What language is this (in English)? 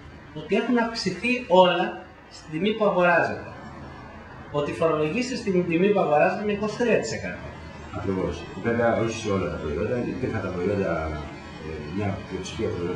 Greek